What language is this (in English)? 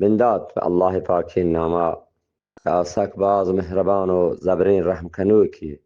Eastern Balochi